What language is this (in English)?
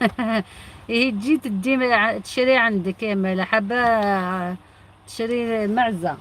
Algerian Arabic